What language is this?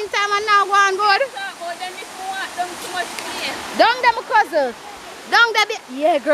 Jamaican Creole English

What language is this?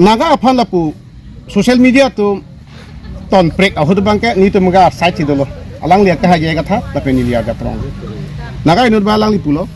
Karbi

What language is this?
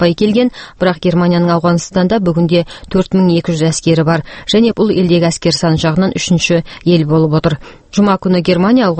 Kazakh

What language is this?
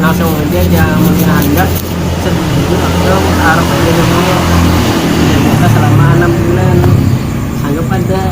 Banjar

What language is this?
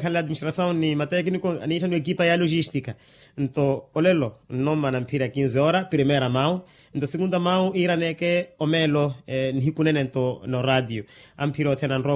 Makhuwa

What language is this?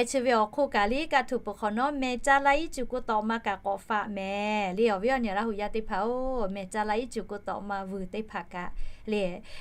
Lahu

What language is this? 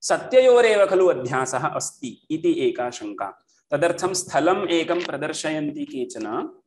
Sanskrit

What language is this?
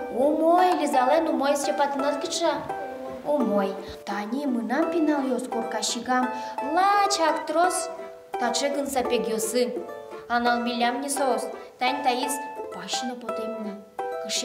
Udmurt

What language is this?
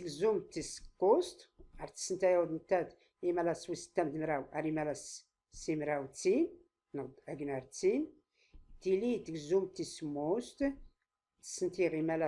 Tachelhit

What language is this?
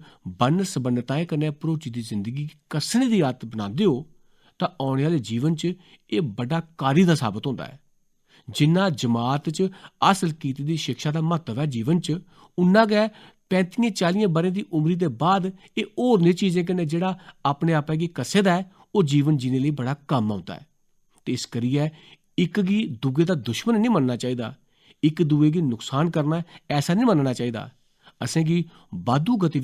Dogri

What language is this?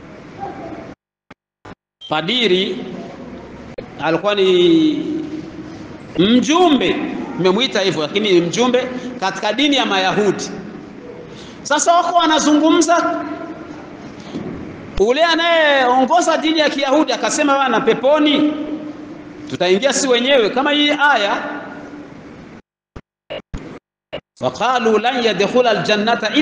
Swahili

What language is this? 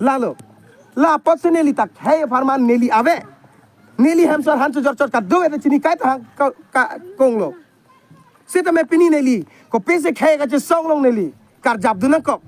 Karbi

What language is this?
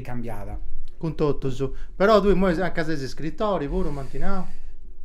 Sardinian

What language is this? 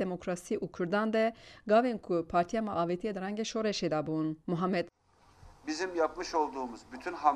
Kurdish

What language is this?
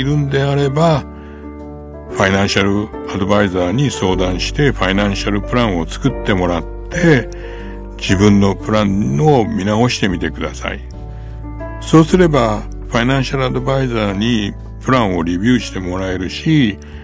Japanese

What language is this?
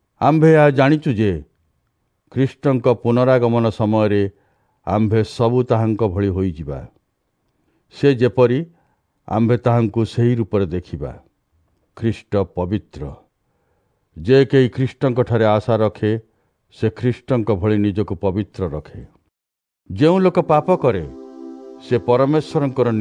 Odia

